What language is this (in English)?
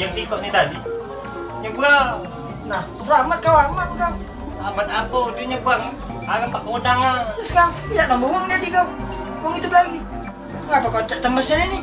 Musi